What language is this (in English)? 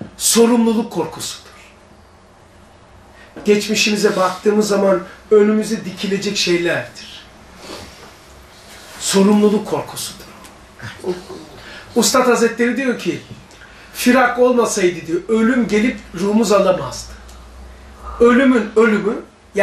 Turkish